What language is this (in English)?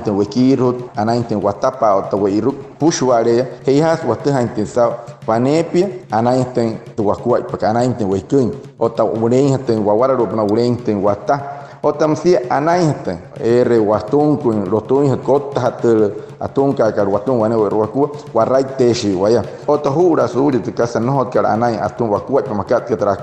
Wayuu